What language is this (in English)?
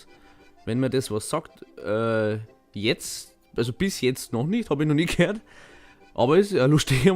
Bavarian